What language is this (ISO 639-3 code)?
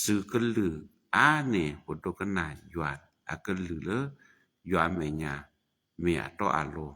ksw